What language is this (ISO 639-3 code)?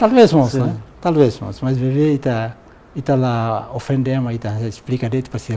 tet